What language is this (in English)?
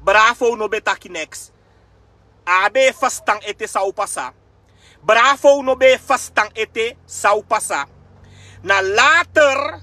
Sranan Tongo